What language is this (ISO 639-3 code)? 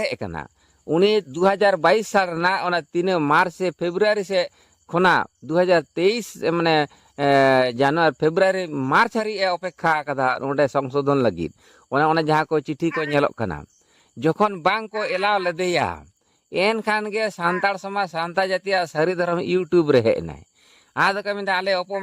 sat